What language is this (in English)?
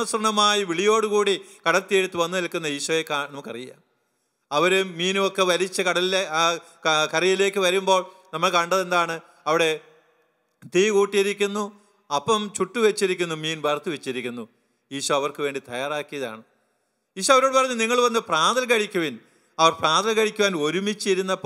Malayalam